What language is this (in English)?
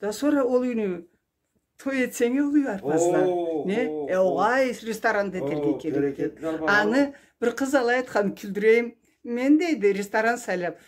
Karachay-Balkar